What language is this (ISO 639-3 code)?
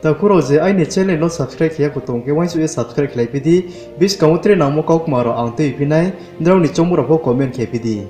ria